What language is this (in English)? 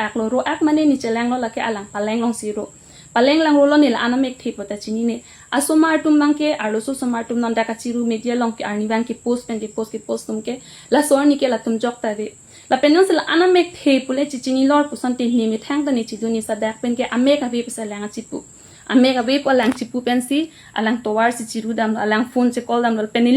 Karbi